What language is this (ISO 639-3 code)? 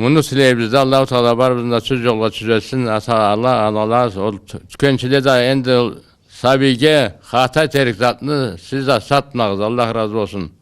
krc